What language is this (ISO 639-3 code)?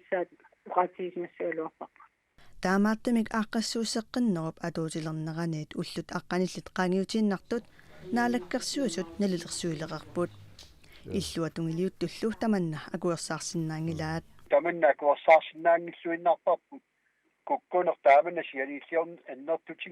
kal